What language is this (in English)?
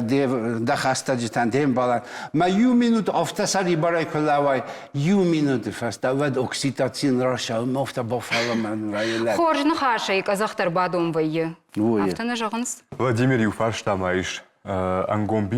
Ossetic